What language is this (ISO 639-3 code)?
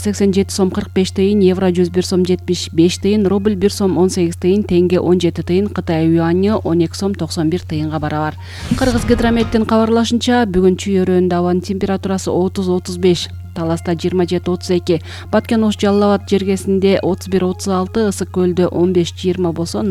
kir